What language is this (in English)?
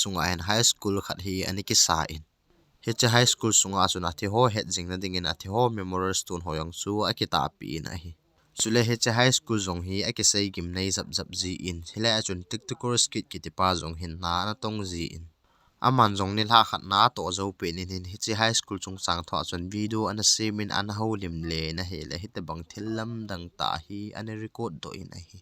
Thado Chin